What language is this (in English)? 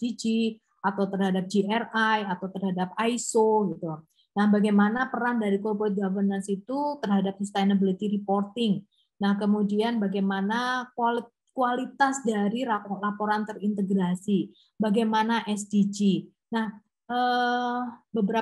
Indonesian